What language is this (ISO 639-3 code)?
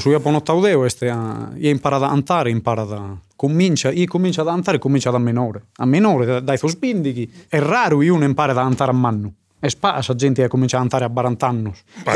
srd